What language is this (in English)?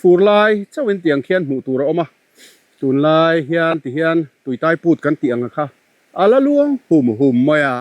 Mizo